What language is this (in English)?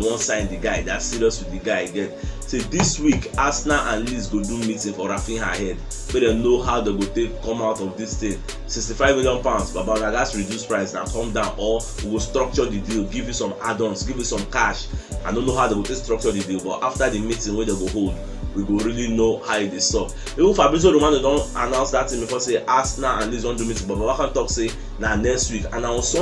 Nigerian Pidgin